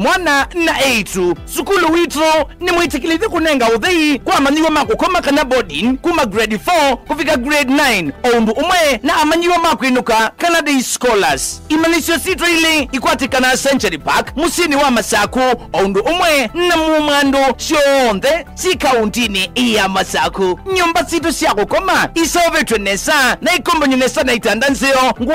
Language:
Kamba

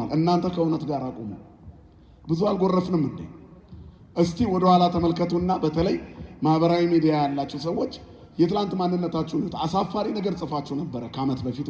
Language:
Amharic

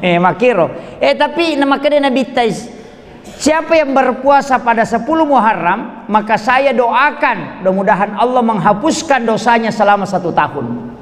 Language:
Buginese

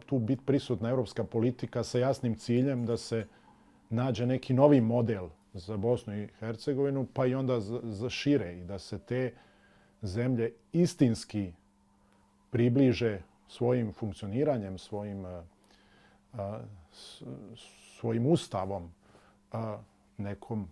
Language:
Bosnian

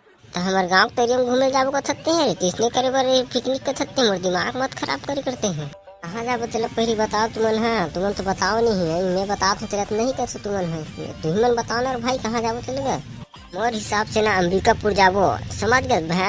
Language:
Chhattisgarhi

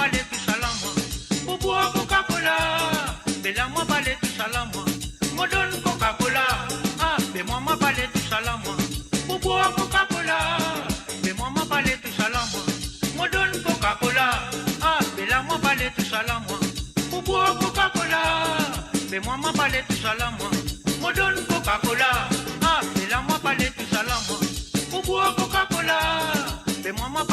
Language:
Morisyen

